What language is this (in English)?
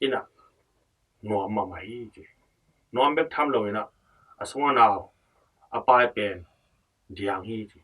Tedim Chin